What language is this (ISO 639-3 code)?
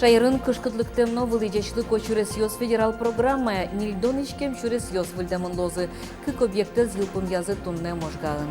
udm